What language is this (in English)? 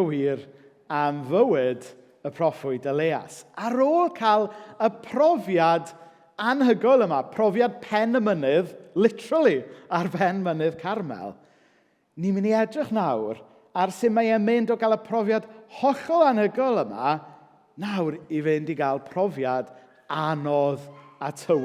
Welsh